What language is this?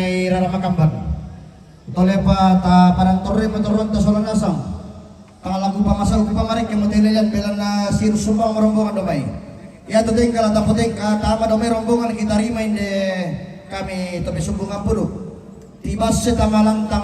Toraja-Sa'dan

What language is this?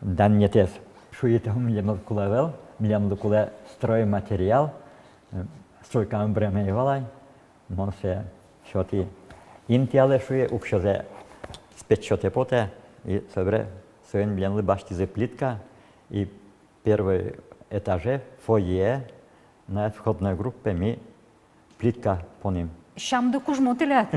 Udmurt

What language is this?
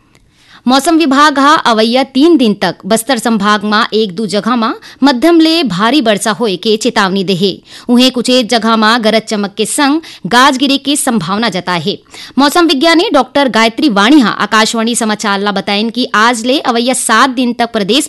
Chhattisgarhi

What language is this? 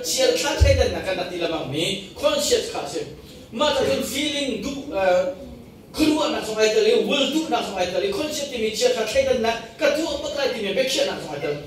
Hakha Chin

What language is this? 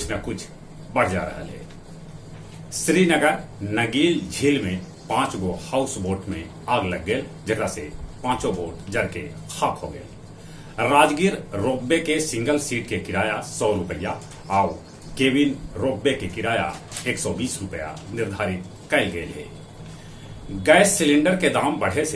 Magahi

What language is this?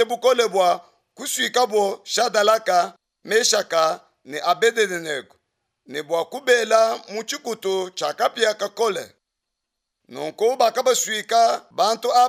Luba-Lulua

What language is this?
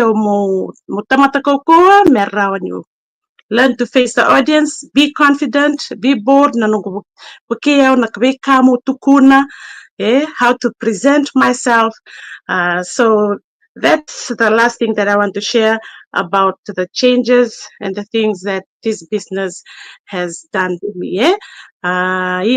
Fijian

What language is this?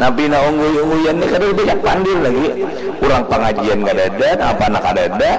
Banjar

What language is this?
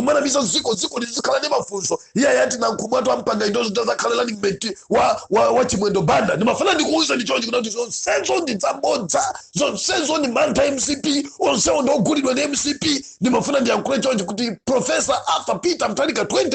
Nyanja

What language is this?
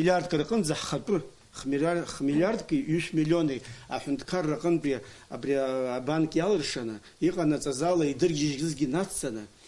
Abkhazian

